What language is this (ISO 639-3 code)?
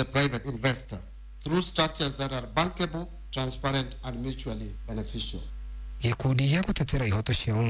kik